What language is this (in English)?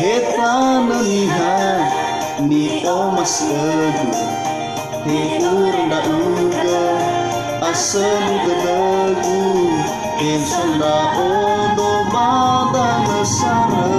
Nias